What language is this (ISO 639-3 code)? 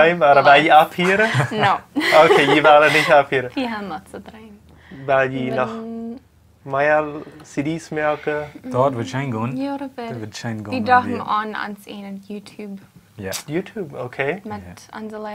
pdt